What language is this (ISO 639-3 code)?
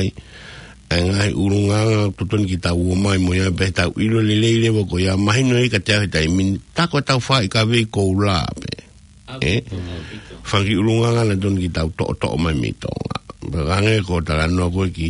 ton